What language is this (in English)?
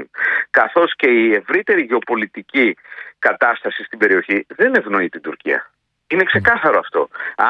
Greek